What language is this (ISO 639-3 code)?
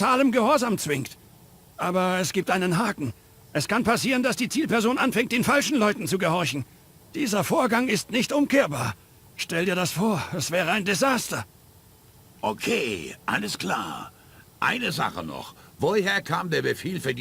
bar